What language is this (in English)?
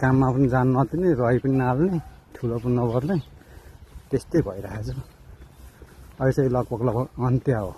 Nepali